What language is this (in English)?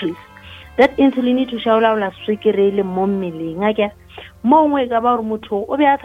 Northern Sotho